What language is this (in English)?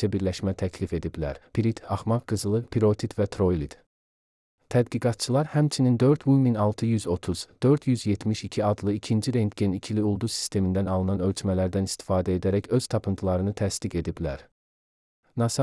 Azerbaijani